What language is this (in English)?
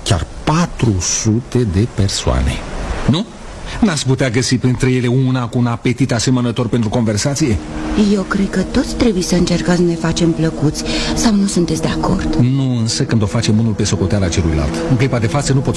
Romanian